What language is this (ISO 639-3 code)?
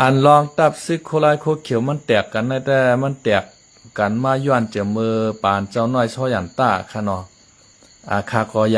shn